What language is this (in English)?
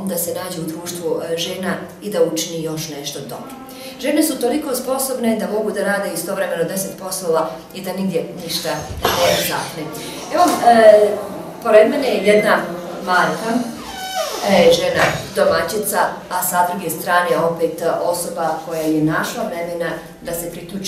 Bosnian